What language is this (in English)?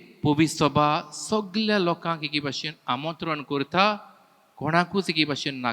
Konkani